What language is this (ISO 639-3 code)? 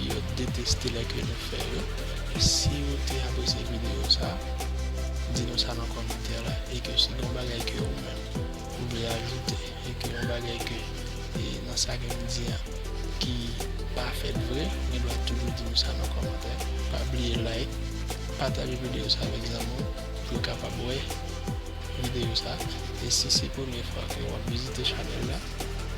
hat